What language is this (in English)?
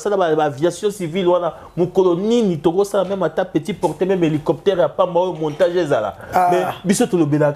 Lingala